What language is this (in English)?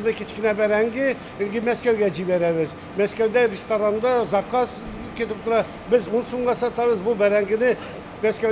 Tatar